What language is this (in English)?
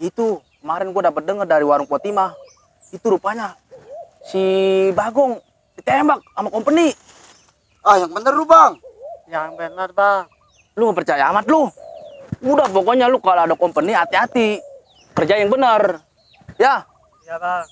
Betawi